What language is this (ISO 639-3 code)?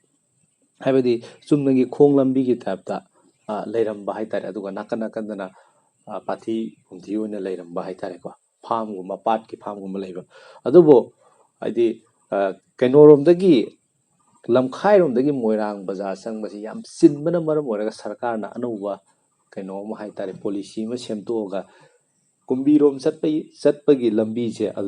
mni